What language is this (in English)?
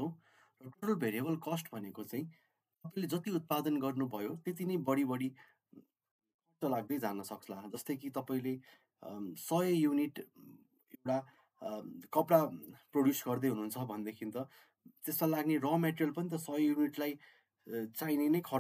Nepali